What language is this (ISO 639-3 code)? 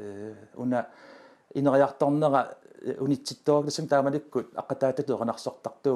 kal